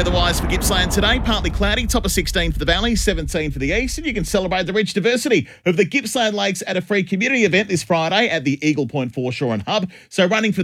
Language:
English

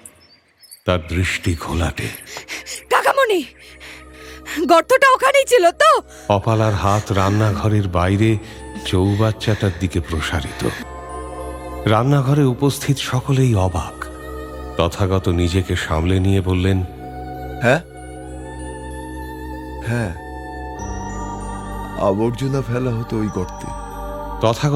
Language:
Bangla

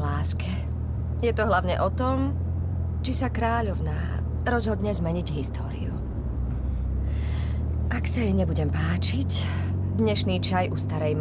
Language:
Slovak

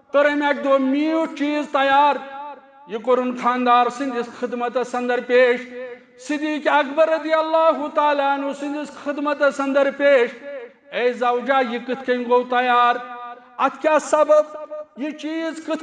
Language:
Kashmiri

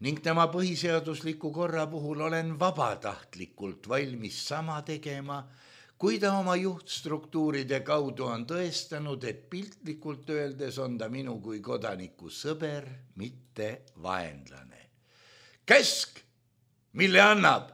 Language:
Estonian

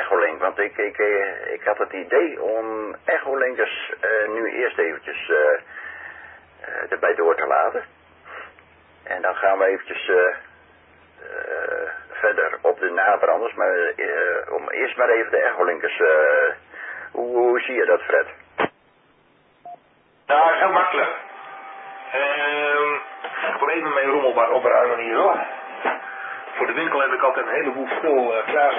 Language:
Dutch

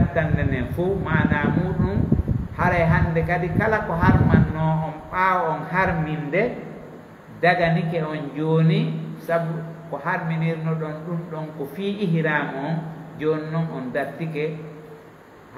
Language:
Fula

